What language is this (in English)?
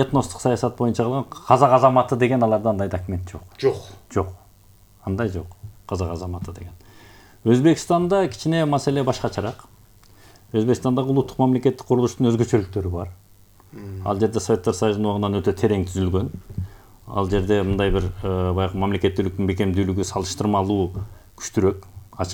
Kyrgyz